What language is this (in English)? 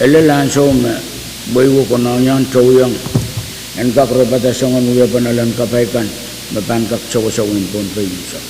Pohnpeian